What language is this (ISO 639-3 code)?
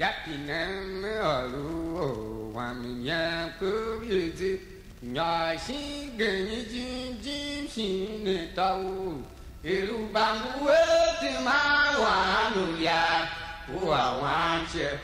tiv